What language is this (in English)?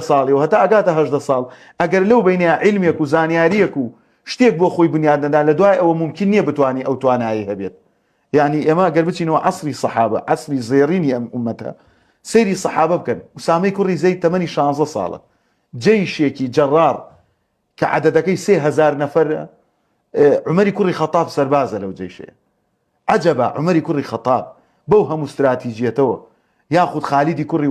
Central Kurdish